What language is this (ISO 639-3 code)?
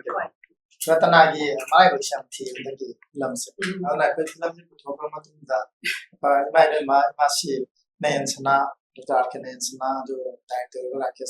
mni